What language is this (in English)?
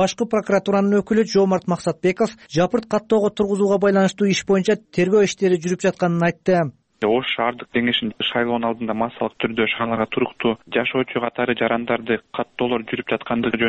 Kyrgyz